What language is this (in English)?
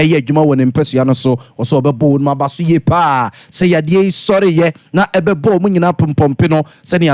Akan